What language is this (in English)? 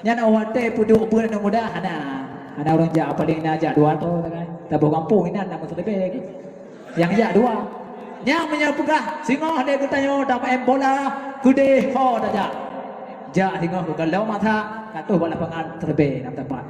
Achinese